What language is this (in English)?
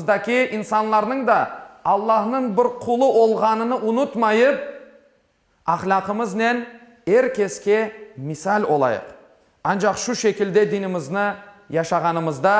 Crimean Tatar